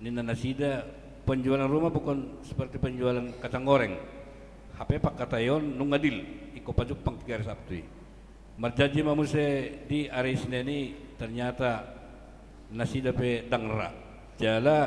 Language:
Batak Toba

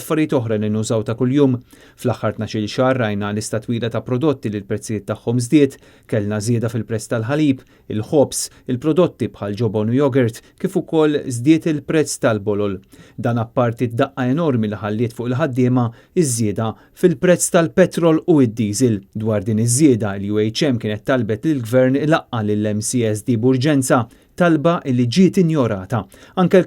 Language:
Maltese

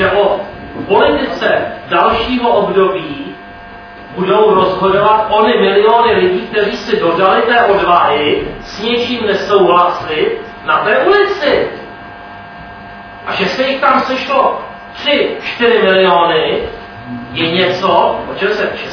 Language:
Czech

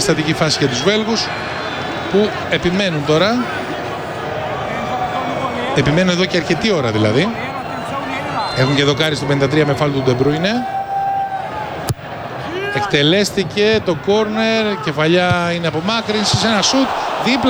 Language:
Greek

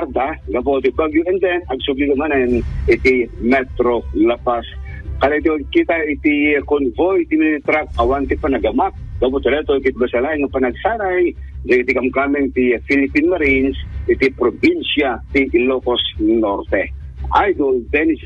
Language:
Iloko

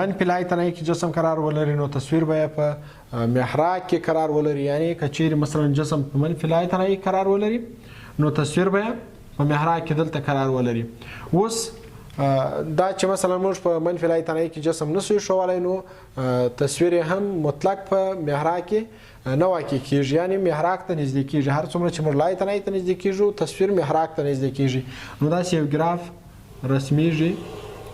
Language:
Pashto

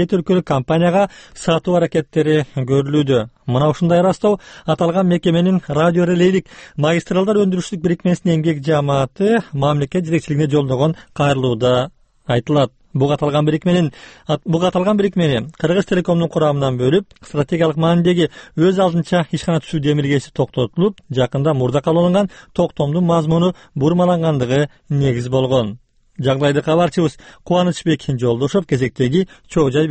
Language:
Kyrgyz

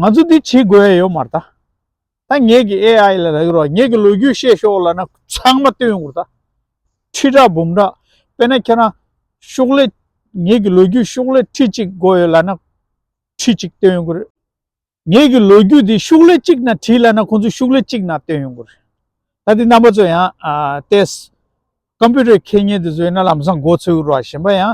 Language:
Tibetan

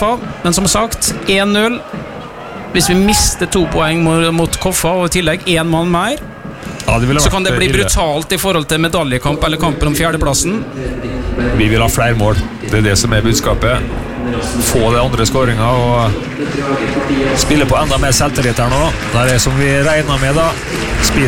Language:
Norwegian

